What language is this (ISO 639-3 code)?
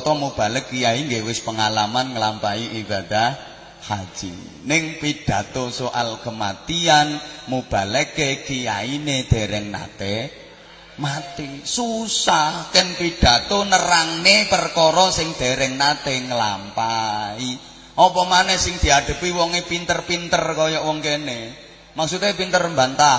jav